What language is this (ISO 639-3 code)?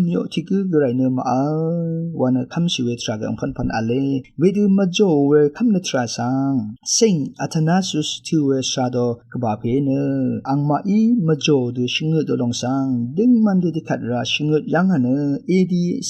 raw